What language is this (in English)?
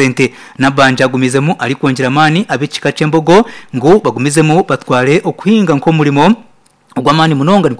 Nyankole